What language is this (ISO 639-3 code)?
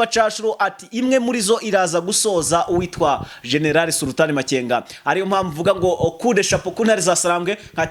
kin